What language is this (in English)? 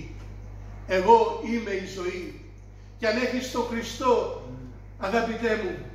Greek